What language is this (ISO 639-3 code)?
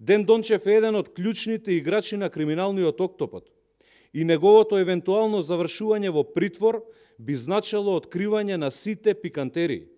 mkd